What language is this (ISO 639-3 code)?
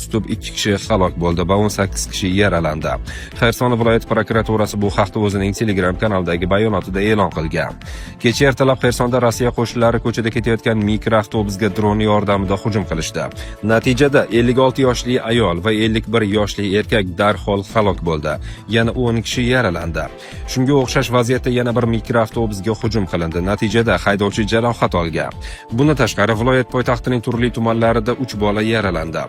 uzb